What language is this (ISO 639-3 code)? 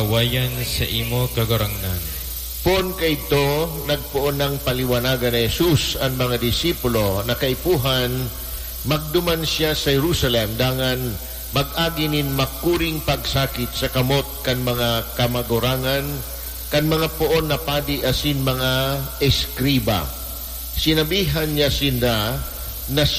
bik